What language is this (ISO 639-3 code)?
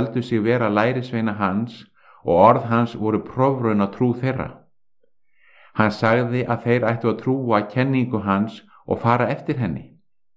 isl